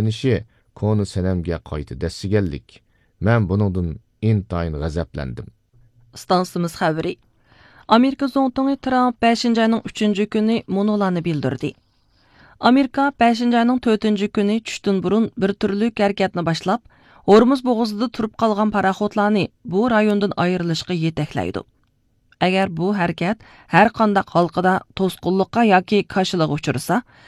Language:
Uyghur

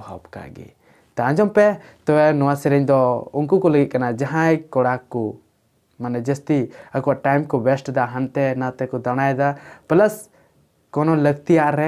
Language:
Santali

